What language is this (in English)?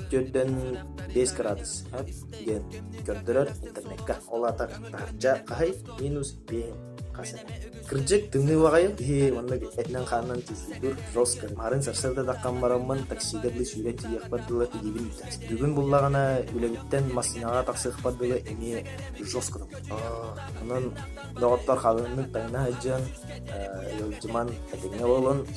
Yakut